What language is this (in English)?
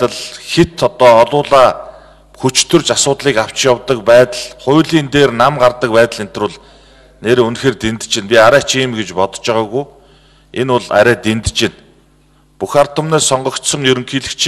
Mongolian